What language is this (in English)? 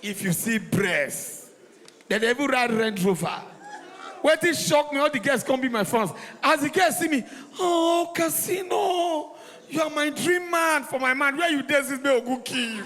Nigerian Pidgin